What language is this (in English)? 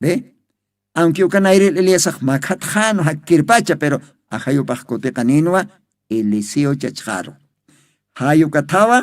Aymara